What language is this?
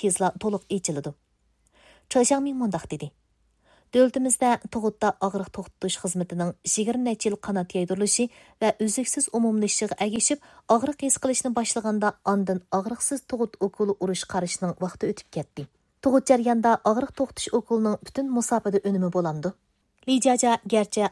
Uyghur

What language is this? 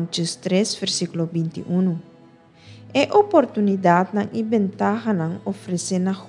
Papiamento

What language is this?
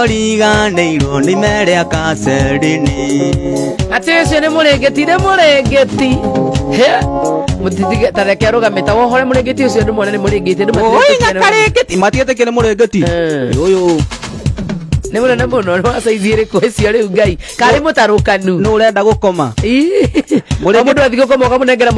Kikuyu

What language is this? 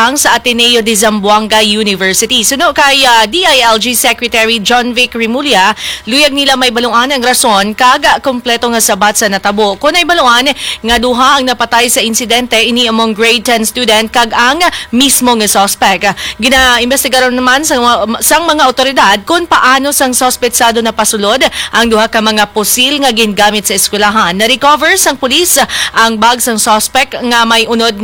Hiligaynon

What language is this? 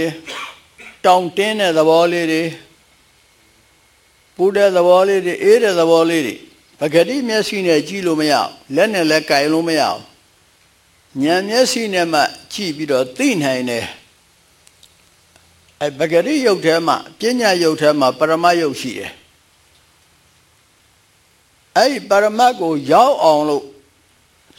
Burmese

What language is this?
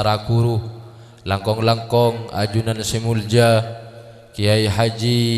Madurese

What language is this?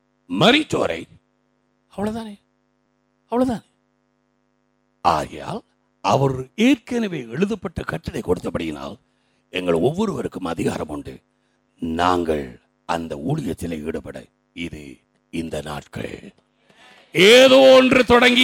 Tamil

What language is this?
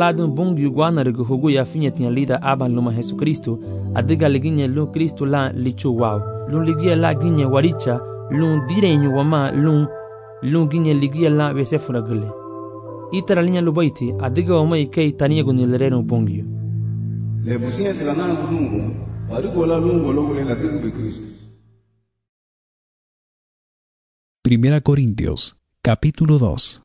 Garifuna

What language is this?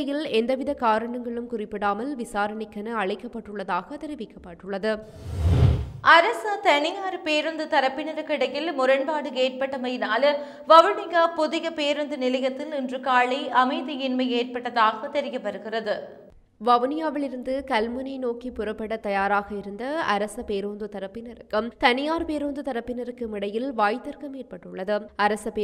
Tamil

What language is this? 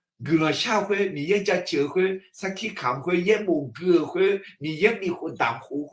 Akha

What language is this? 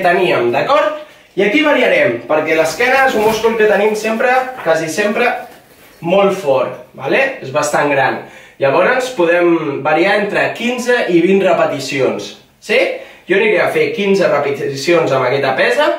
Catalan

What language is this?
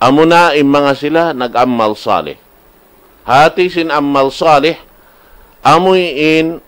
Tausug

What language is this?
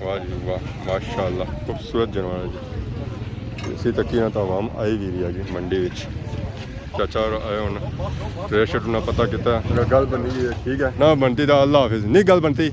Pahari-Potwari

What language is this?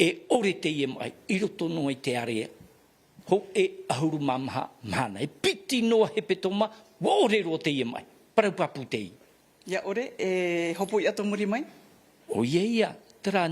Tahitian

